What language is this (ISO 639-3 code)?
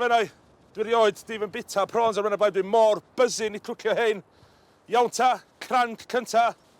cym